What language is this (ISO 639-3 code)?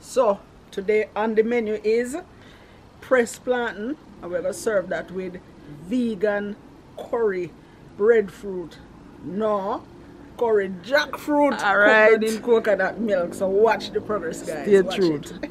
jam